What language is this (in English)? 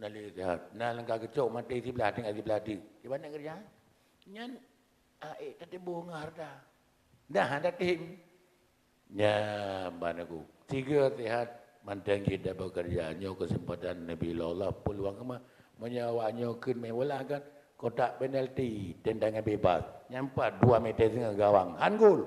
Achinese